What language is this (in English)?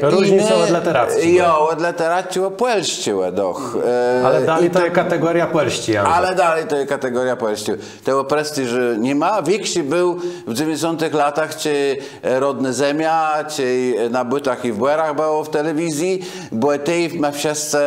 Kashubian